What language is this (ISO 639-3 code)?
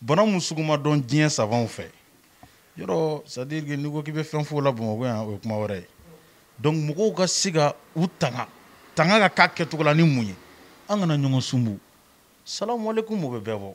bam